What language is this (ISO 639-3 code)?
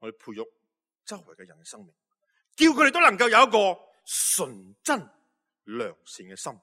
yue